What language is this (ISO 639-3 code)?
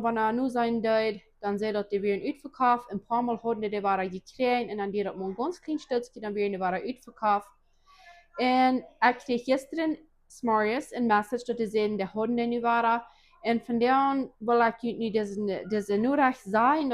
pdt